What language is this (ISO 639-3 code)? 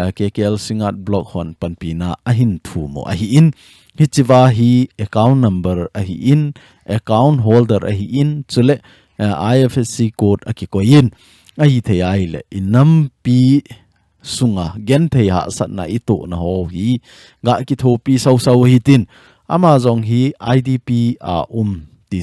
tcz